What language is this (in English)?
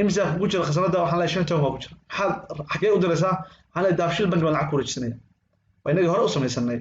Somali